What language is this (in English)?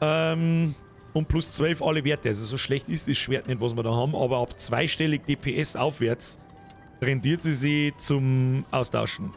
Bavarian